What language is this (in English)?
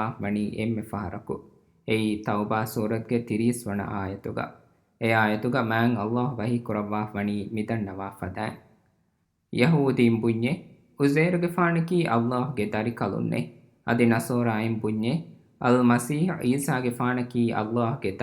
Divehi